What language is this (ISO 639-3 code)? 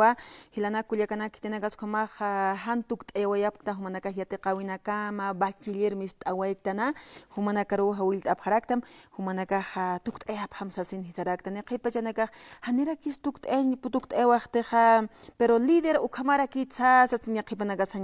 aym